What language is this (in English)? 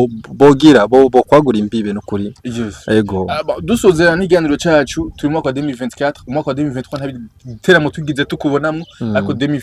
Rundi